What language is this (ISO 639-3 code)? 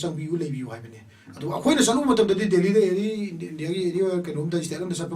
mni